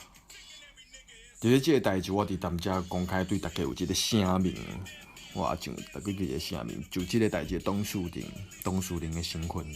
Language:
Min Nan Chinese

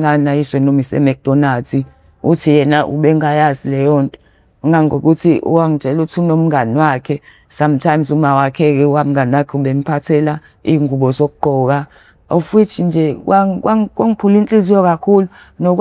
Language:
Zulu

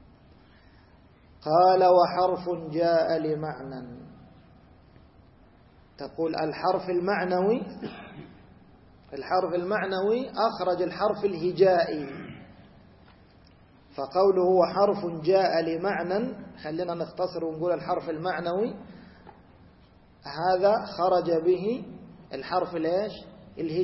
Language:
Arabic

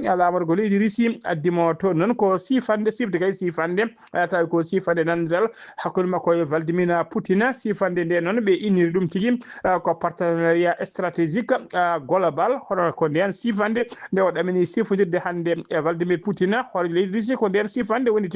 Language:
Fula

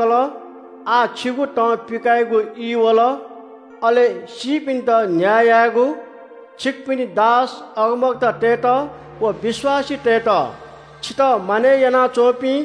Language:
Newari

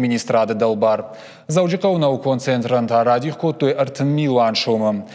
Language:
Ossetic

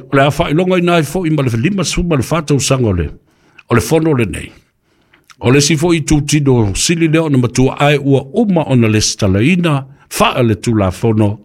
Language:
Samoan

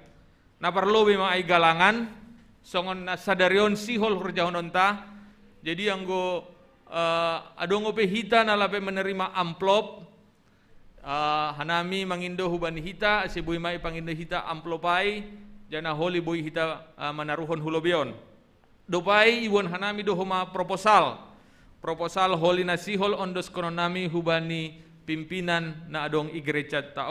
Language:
Batak Simalungun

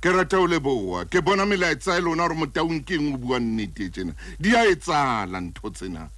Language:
Southern Sotho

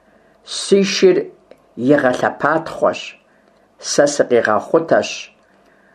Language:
Kabardian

